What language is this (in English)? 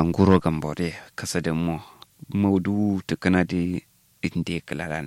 Kanuri